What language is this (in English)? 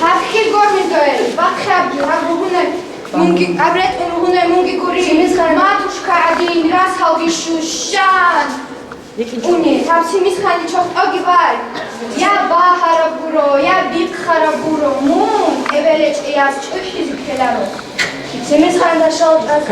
Avaric